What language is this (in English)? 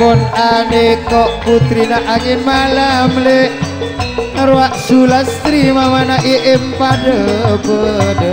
Madurese